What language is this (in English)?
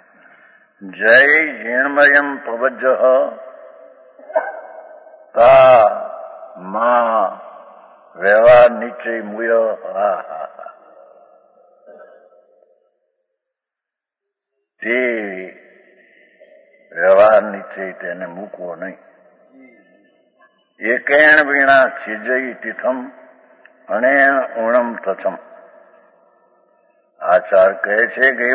Gujarati